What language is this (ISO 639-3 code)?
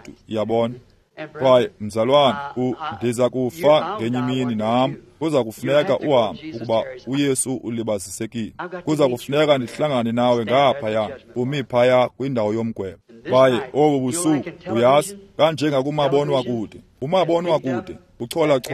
xho